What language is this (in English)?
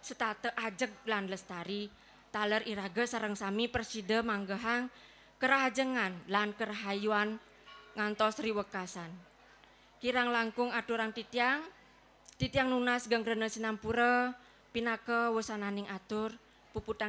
Balinese